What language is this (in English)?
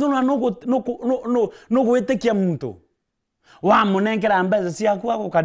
Meru